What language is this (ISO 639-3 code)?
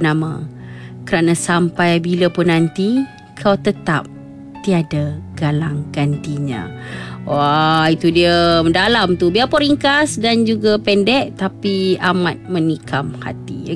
msa